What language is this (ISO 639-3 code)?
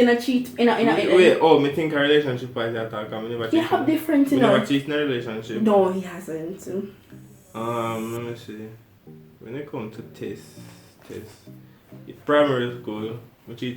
jam